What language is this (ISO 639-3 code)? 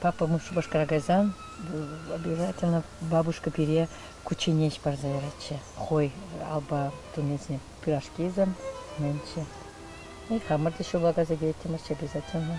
chv